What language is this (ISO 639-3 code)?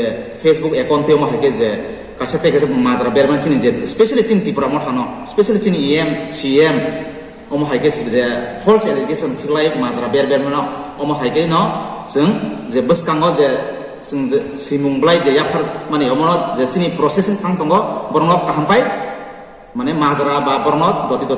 trp